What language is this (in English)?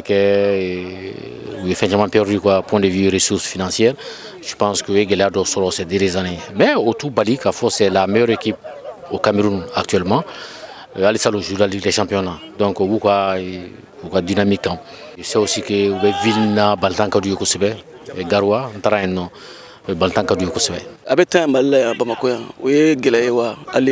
Bambara